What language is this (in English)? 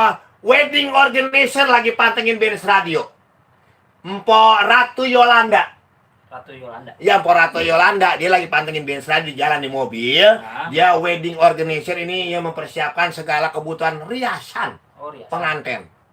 Betawi